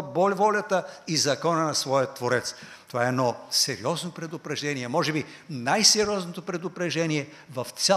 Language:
Bulgarian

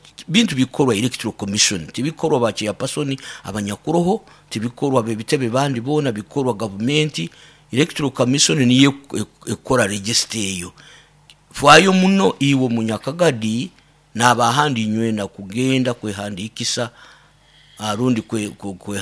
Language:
Nyoro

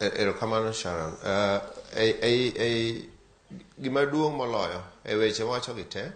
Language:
Luo (Kenya and Tanzania)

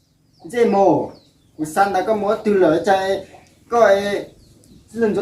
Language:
Hmong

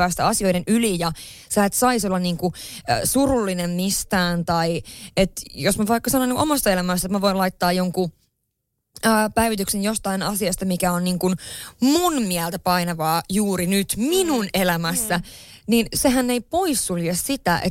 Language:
Finnish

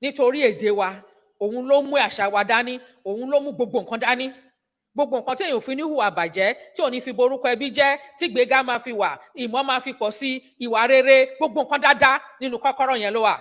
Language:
Yoruba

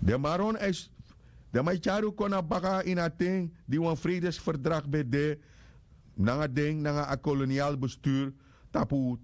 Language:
Sranan Tongo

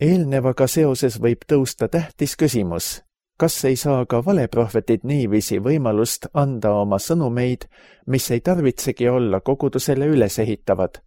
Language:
Estonian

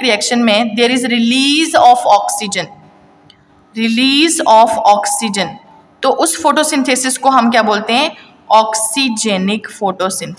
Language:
Hindi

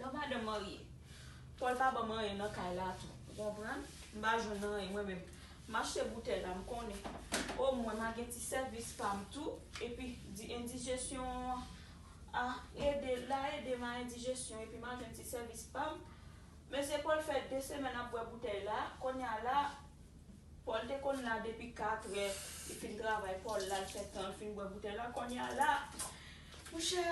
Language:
Haitian Creole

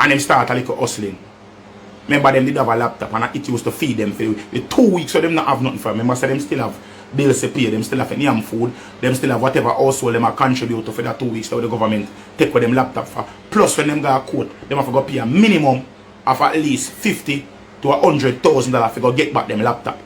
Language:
Jamaican Creole English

